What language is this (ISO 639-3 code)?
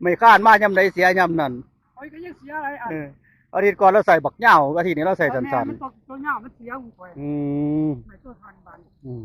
tts